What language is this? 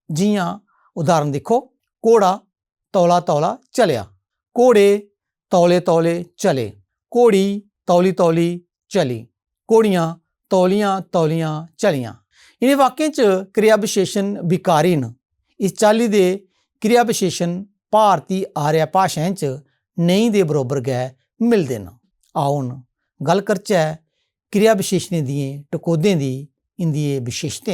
Dogri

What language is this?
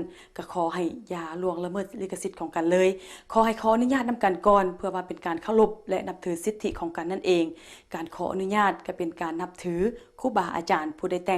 Lao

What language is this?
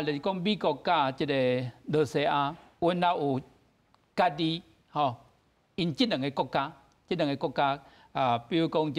Min Nan Chinese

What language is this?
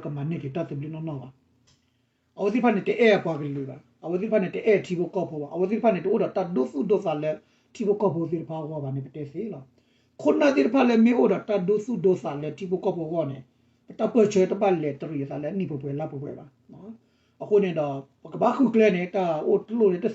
S'gaw Karen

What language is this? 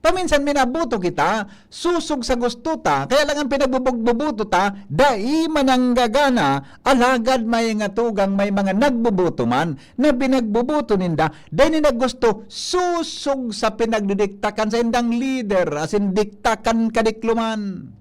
Bikol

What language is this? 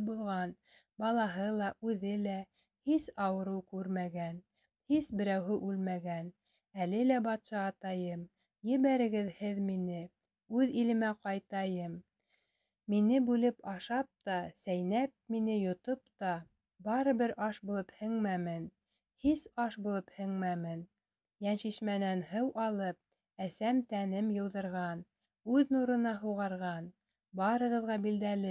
Bashkir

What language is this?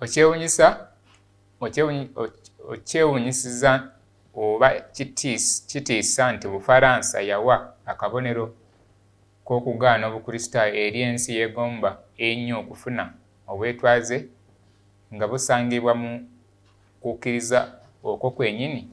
Ganda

